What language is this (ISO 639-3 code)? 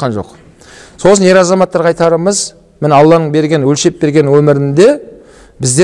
kaz